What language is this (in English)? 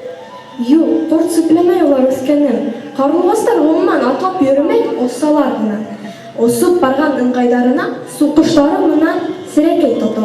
Bashkir